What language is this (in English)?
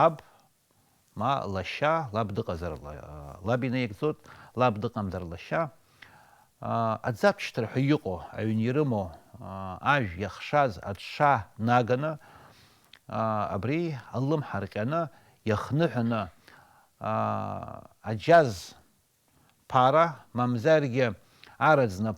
Abkhazian